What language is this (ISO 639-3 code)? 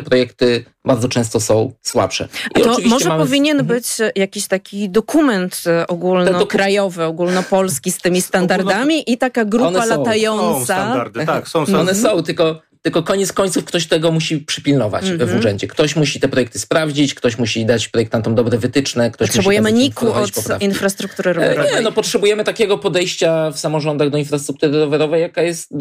pol